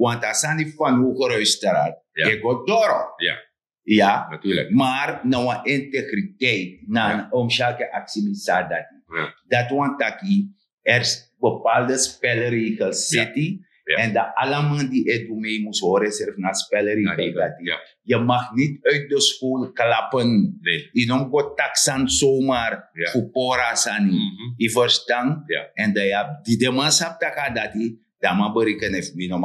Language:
Sranan Tongo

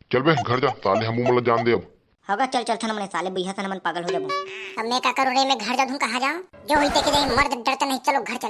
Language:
Chhattisgarhi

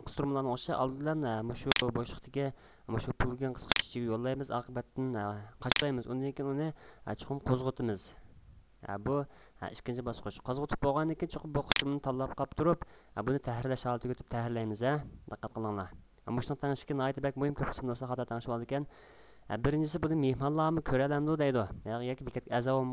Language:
Uyghur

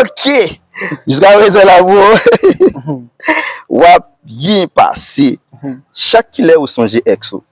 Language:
Haitian Creole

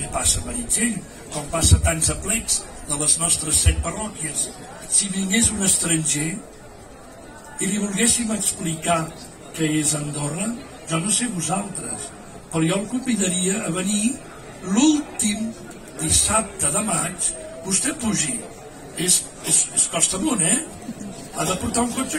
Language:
Catalan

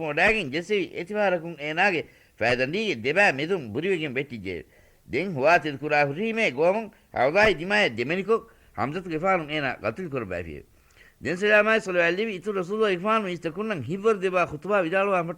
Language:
Divehi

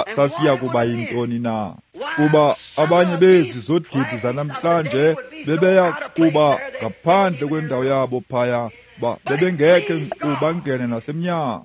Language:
Xhosa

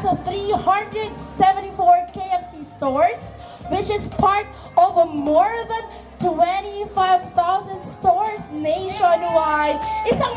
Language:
Pampanga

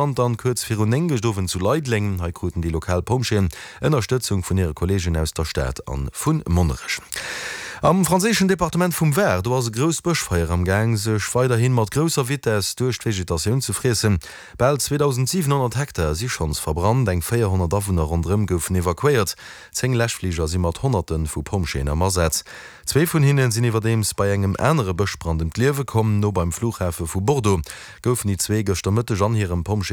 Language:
Luxembourgish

